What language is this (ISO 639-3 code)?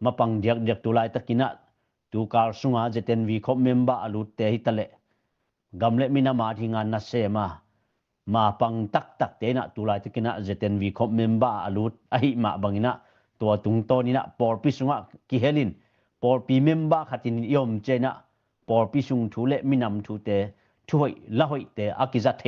ctd